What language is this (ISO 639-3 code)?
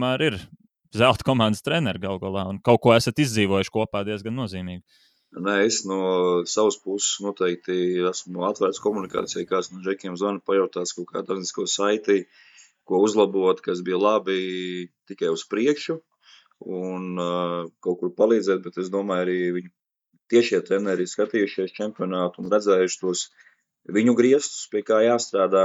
lav